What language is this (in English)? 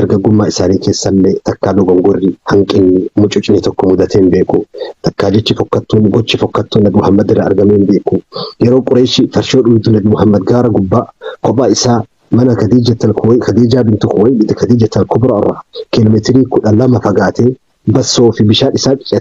Oromo